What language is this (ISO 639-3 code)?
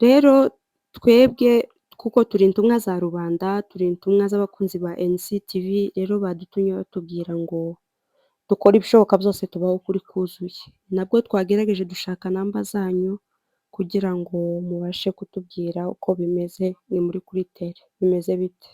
kin